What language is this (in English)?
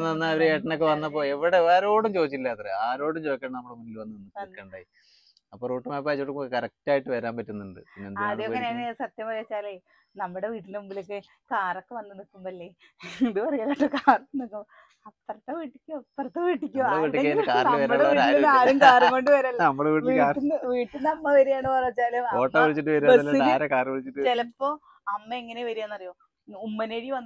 Malayalam